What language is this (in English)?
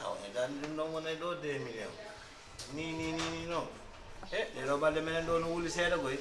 Fula